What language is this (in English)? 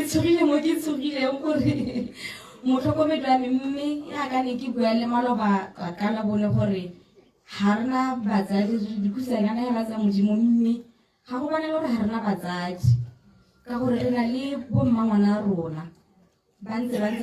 Tswana